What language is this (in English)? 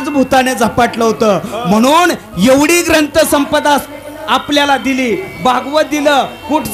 Marathi